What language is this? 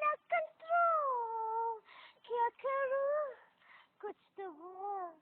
Khasi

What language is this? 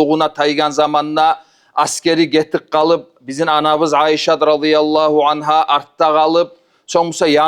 Kumyk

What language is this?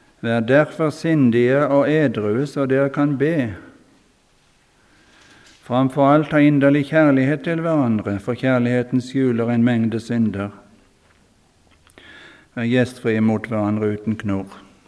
Norwegian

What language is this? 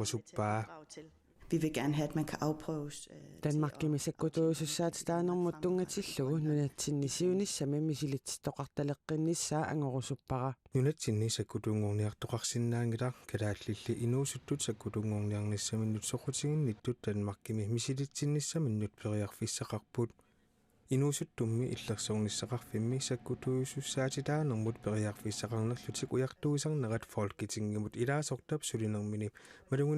Kalaallisut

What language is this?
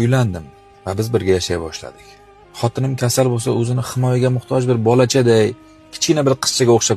Uzbek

